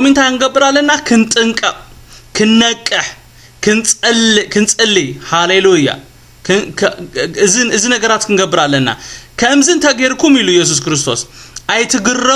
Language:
Tigrinya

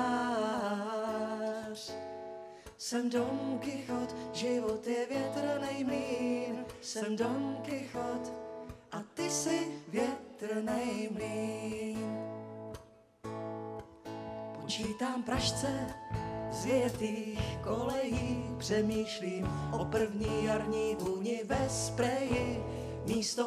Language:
Czech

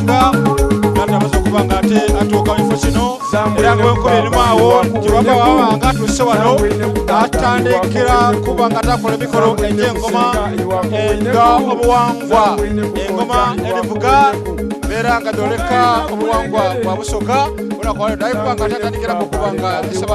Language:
Soga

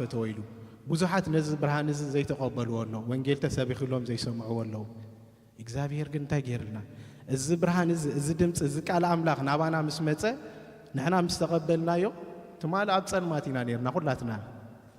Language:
Tigrinya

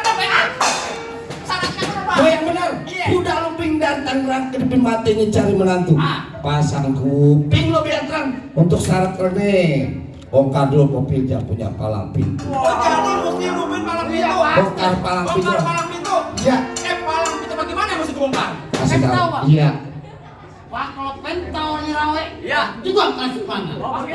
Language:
Betawi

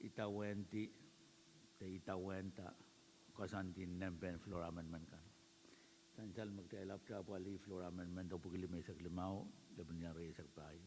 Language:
Pohnpeian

